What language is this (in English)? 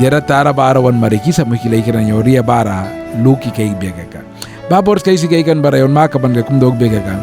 Mískito